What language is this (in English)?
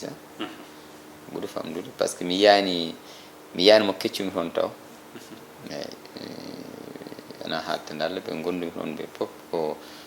Fula